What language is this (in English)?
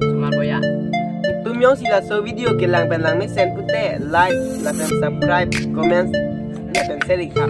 Karbi